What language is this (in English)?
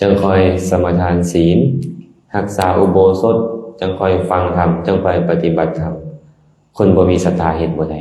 Lao